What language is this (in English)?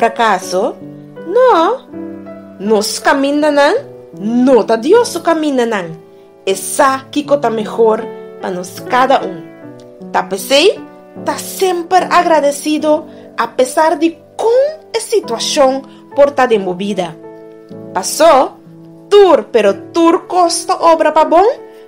Papiamento